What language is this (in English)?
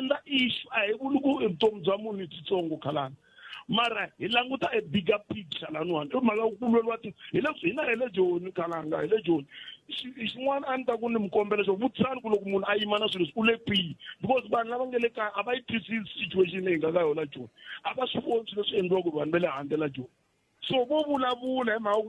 Tsonga